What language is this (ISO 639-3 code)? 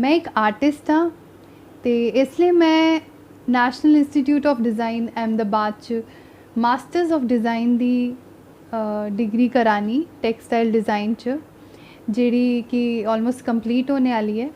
doi